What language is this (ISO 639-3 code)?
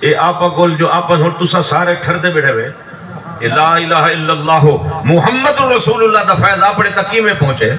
skr